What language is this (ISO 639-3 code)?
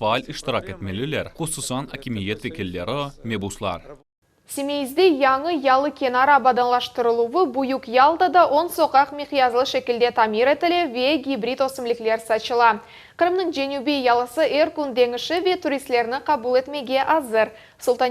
crh